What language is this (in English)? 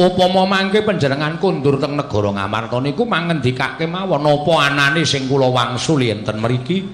Javanese